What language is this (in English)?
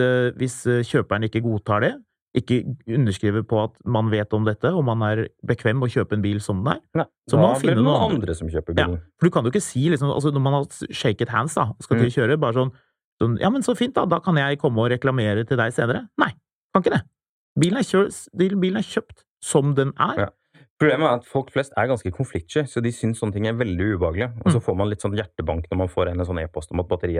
Norwegian